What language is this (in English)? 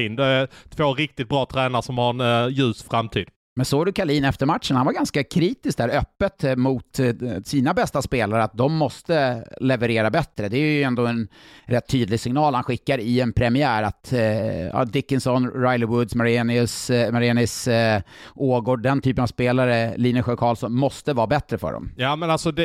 Swedish